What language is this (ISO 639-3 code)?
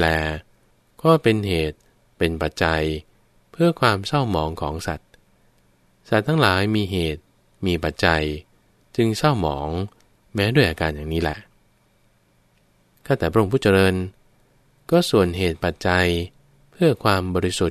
tha